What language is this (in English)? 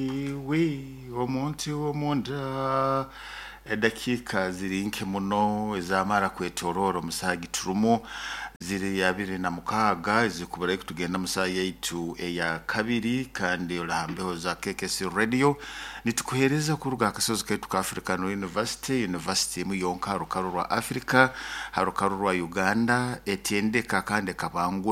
Nyoro